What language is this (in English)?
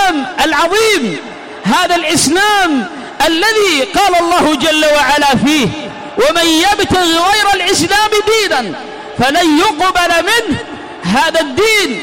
Arabic